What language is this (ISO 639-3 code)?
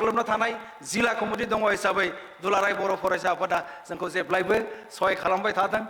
brx